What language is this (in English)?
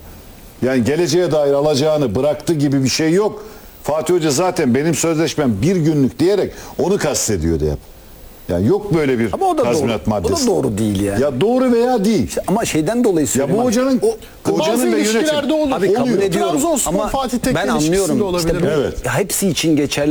Turkish